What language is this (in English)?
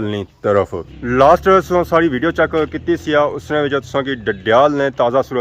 Pahari-Potwari